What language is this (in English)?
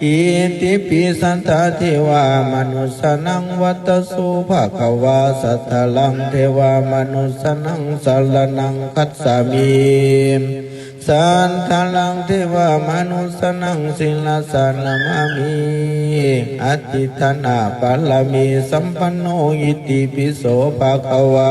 Pali